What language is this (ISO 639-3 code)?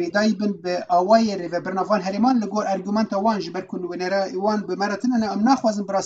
kur